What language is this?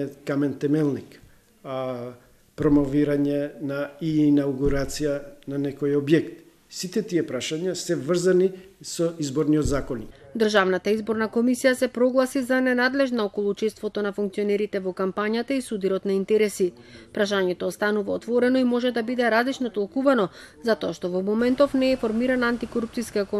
Macedonian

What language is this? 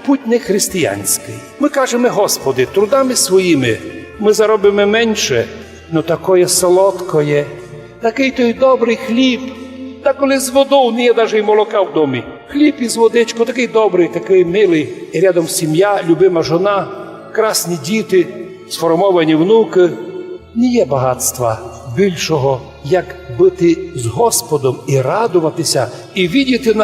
Rusyn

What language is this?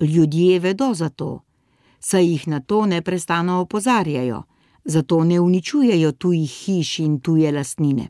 Slovenian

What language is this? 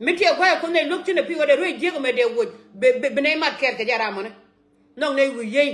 Nuer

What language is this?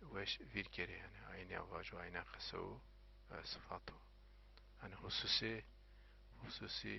Zaza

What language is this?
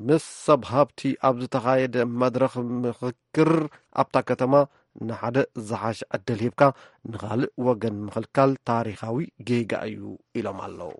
Tigrinya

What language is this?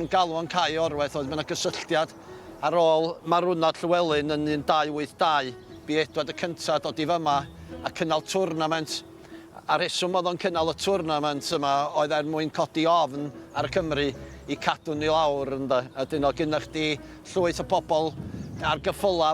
Welsh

